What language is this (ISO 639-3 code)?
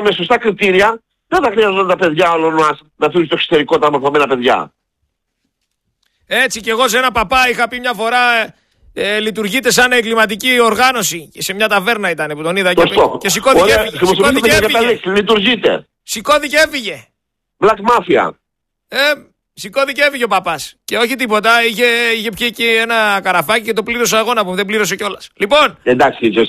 ell